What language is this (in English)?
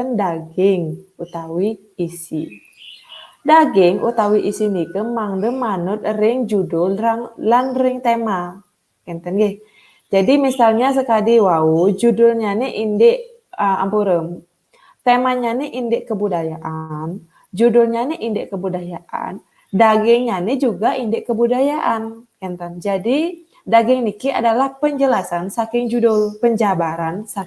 Balinese